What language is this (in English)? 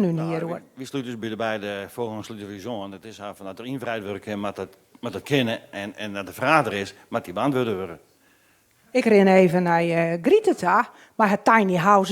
Western Frisian